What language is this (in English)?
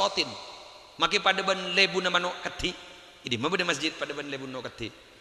Madurese